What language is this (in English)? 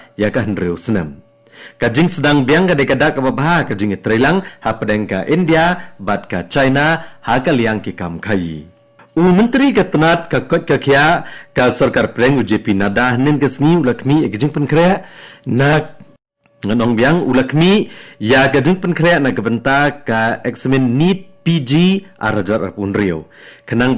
Khasi